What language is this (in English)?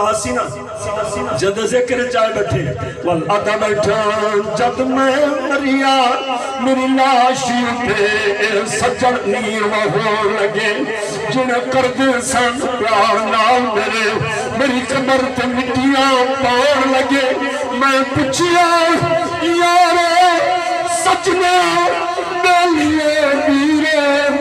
Saraiki